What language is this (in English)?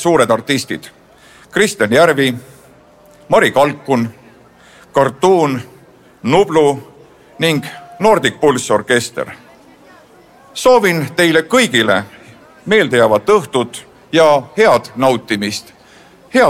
Estonian